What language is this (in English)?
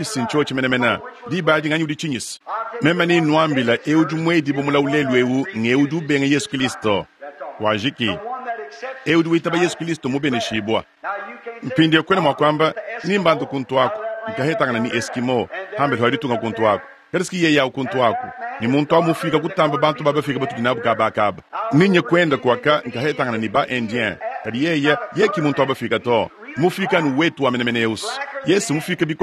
Luba-Lulua